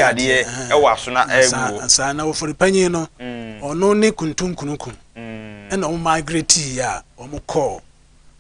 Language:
Akan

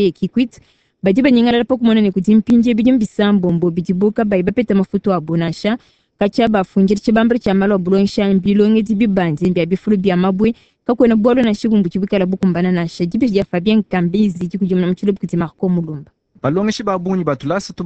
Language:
Luba-Lulua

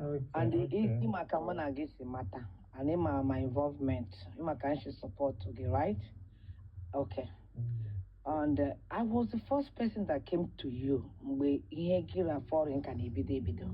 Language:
Igbo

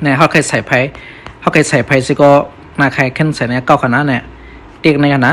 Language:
Shan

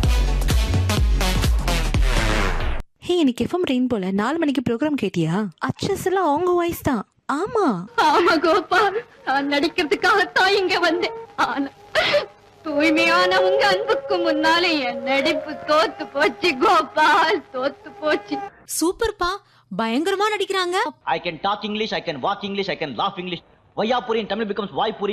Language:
Tamil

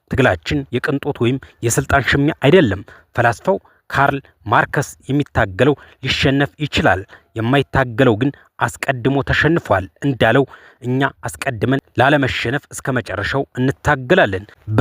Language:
Amharic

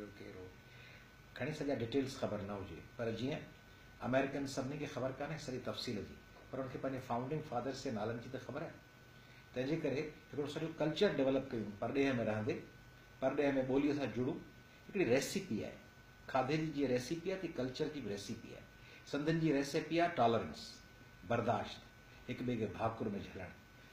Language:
Sindhi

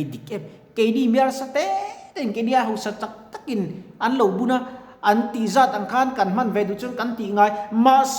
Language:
Mizo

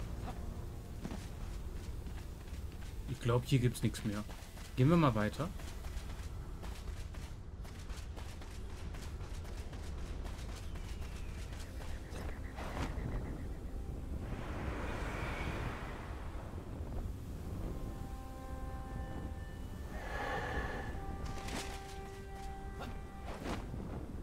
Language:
German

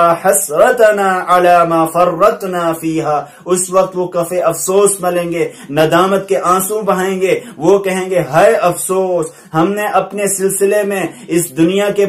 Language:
Urdu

